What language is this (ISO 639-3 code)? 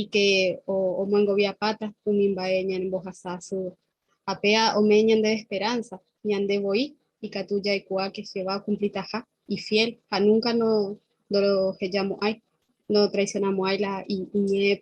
grn